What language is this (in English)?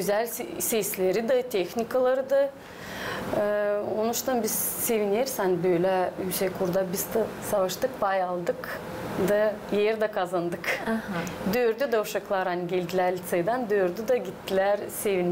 Gagauz